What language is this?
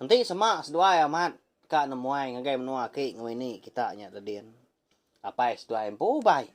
Iban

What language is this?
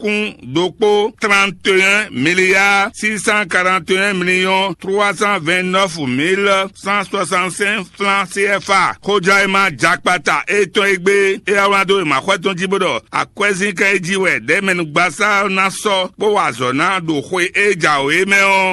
Fon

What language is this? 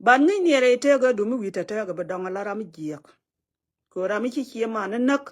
Nuer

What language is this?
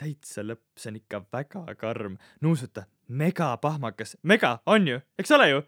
Estonian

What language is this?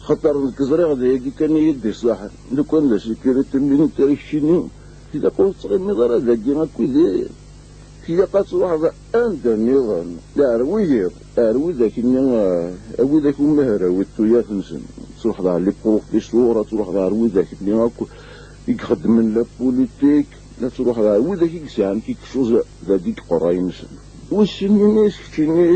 Kabyle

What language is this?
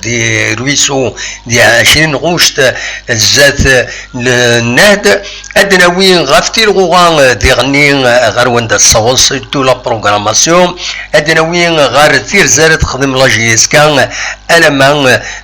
Kabyle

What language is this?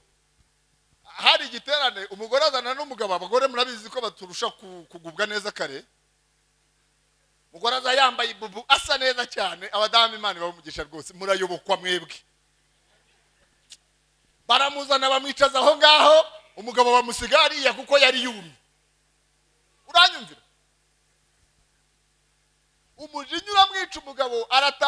Kinyarwanda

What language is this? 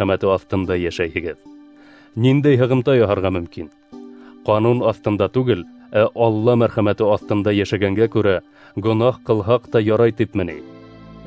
Bashkir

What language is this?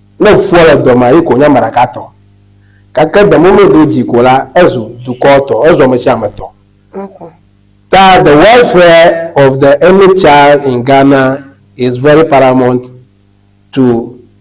Ewe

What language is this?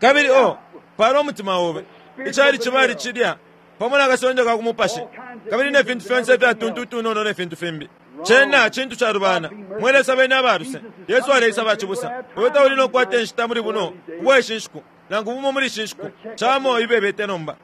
Bemba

